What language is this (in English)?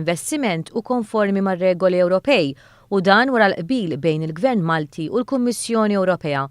Maltese